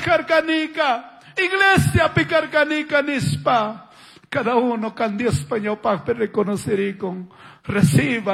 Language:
Chimborazo Highland Quichua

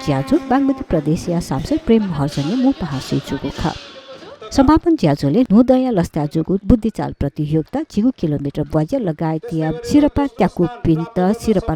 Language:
Newari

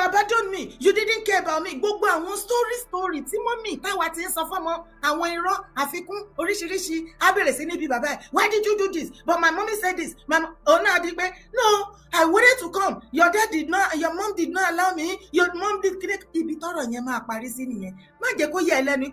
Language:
Yoruba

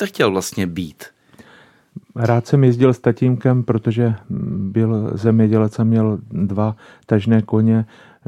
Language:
Czech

